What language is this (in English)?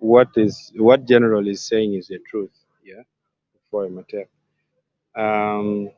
Acoli